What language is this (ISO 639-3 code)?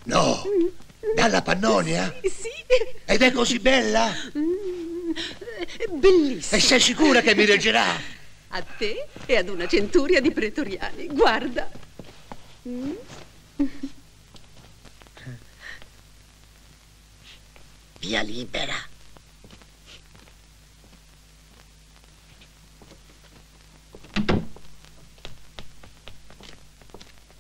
ita